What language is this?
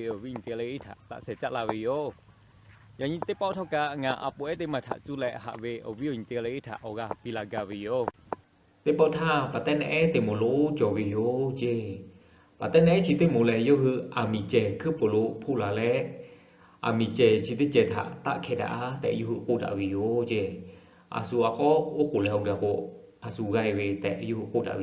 Lahu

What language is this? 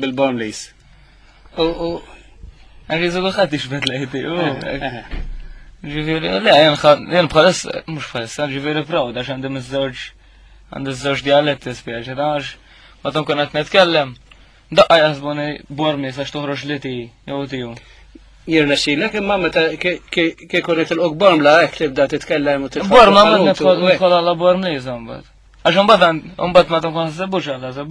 Maltese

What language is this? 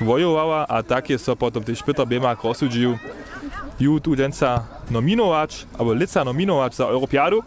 Upper Sorbian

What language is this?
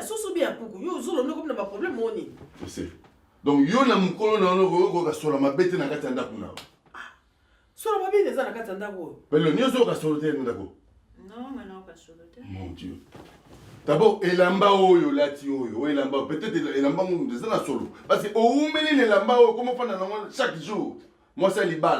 Lingala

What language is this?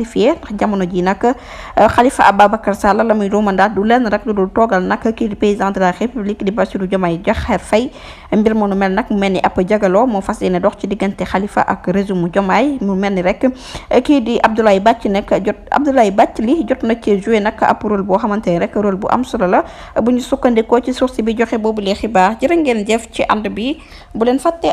Wolof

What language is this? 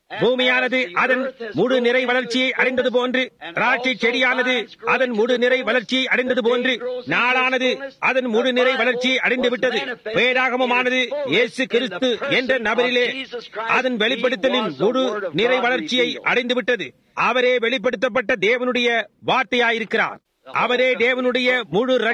Tamil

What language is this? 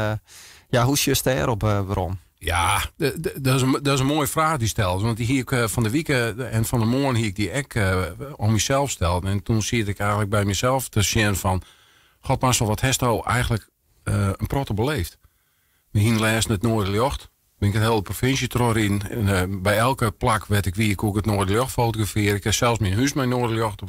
Western Frisian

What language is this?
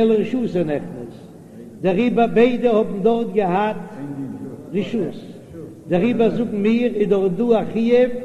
Yiddish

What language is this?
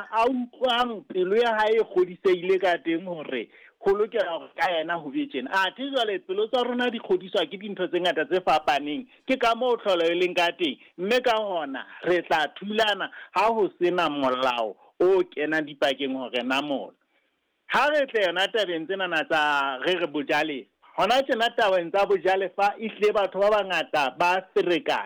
Southern Sotho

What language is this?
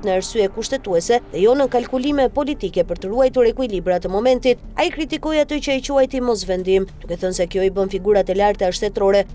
Albanian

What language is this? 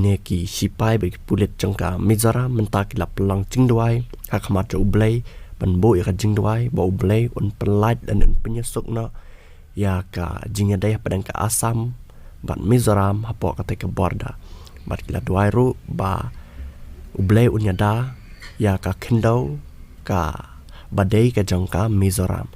Khasi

